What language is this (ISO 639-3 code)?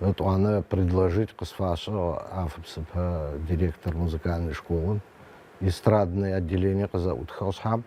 ady